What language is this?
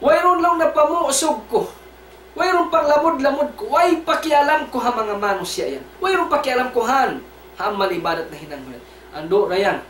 Tausug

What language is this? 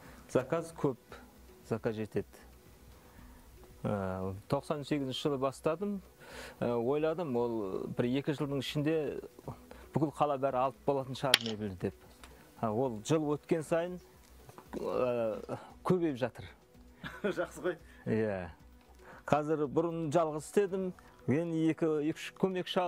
Kazakh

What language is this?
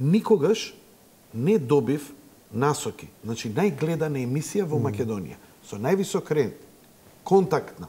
Macedonian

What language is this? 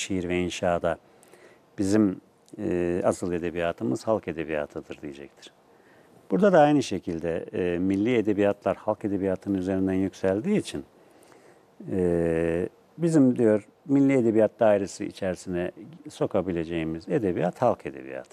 Turkish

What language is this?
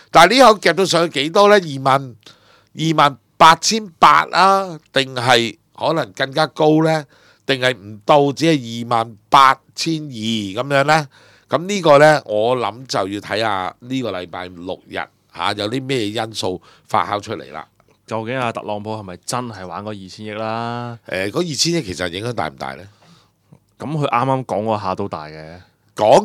Cantonese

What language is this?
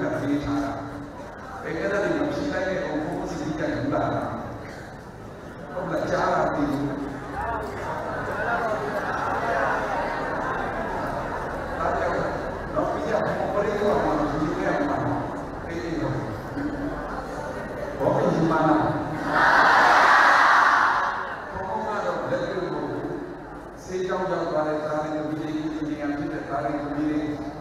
Burmese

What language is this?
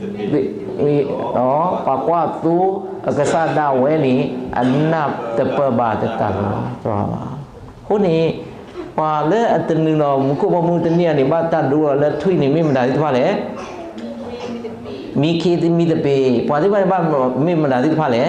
S'gaw Karen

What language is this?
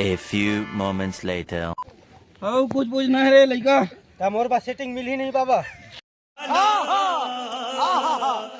Chhattisgarhi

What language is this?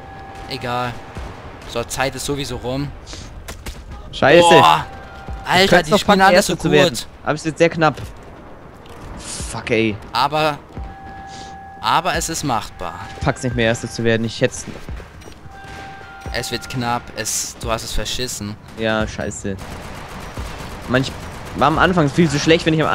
German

